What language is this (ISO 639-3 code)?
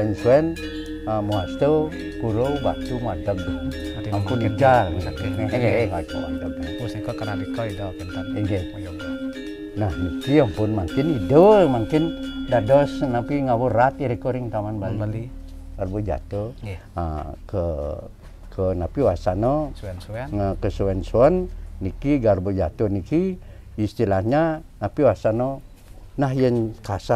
ban